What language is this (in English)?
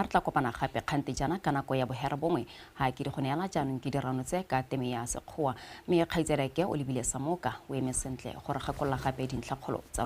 Tswana